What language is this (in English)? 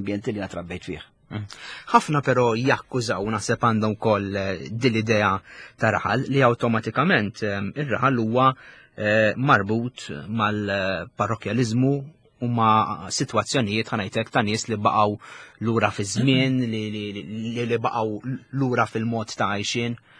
Maltese